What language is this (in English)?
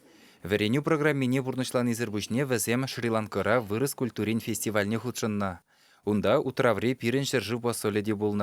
Chuvash